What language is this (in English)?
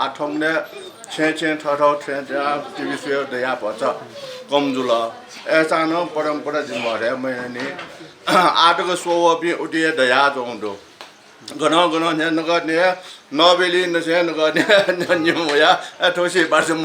Newari